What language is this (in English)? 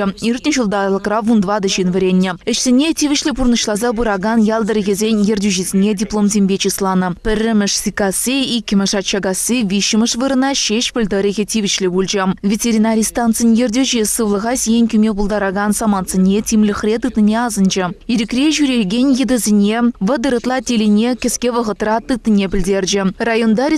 Chuvash